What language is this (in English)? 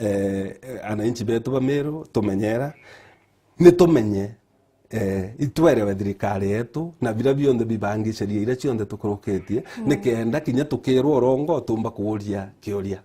Meru